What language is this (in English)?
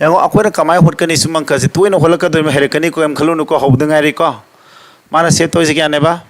Manipuri